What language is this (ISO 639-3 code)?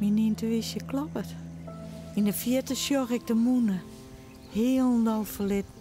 fry